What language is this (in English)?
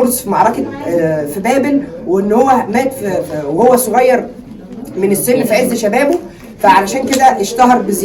Egyptian Arabic